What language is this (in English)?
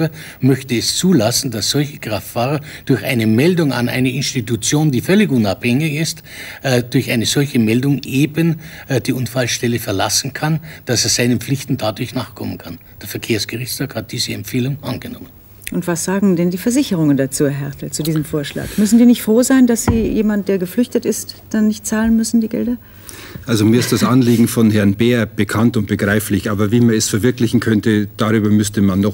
German